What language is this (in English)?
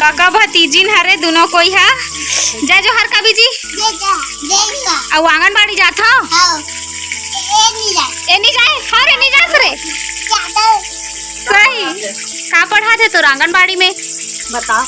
Chhattisgarhi